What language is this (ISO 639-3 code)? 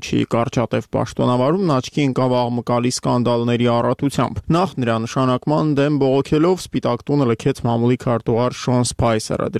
hye